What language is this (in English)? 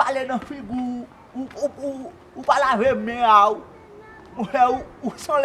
Haitian Creole